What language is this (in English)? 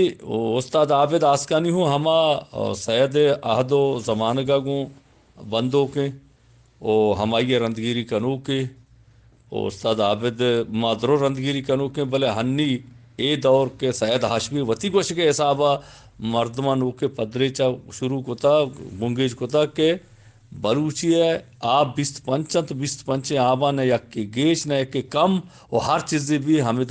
Eastern Balochi